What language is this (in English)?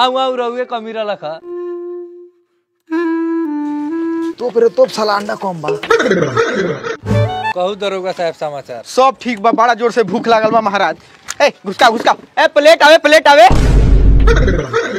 Bhojpuri